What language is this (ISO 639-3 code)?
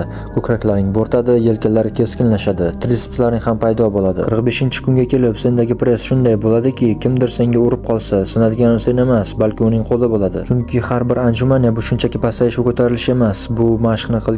uzb